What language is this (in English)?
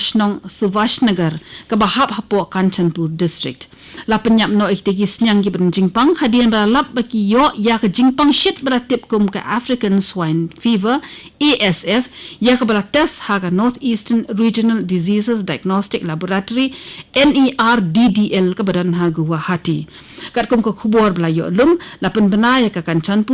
Khasi